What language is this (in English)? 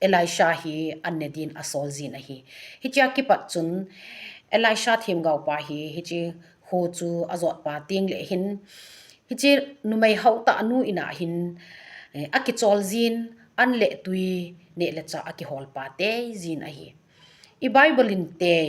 Thado Chin